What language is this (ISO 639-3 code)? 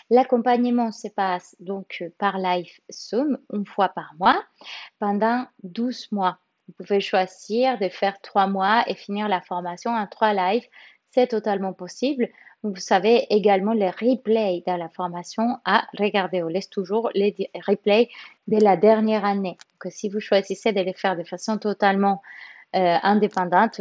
fra